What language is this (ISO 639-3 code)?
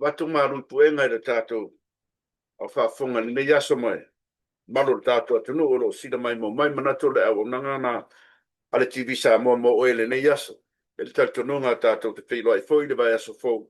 smo